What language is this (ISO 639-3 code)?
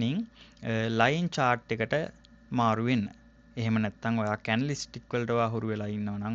sin